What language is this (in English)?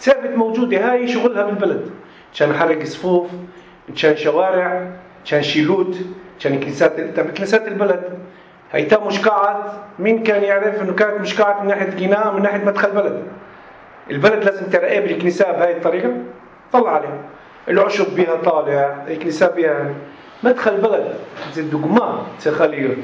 North Levantine Arabic